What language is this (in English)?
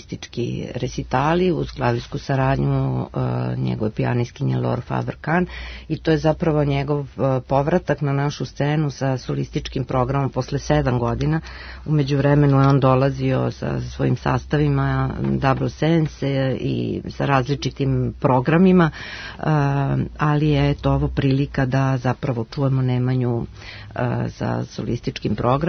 Serbian